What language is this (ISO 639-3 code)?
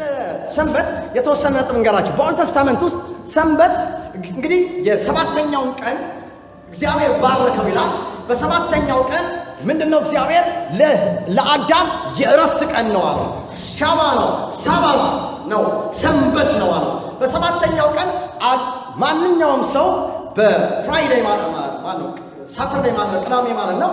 amh